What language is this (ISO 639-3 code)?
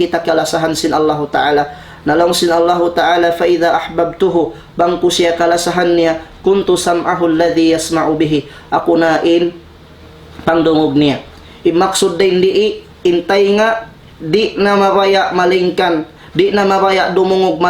tsg